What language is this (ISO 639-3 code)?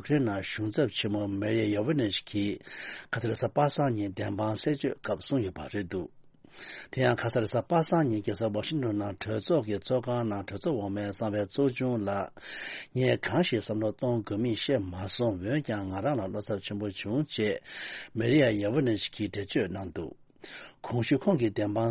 bod